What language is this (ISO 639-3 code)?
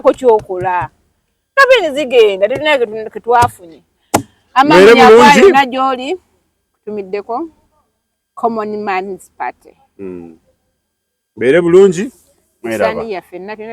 lug